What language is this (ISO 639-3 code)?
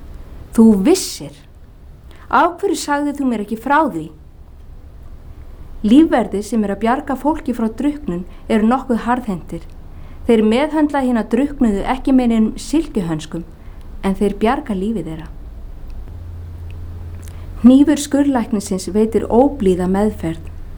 isl